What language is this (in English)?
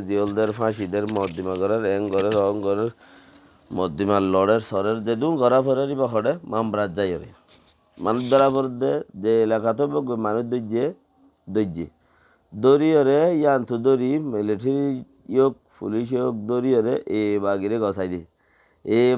Rohingya